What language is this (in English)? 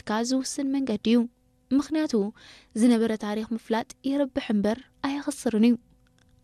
Tigrinya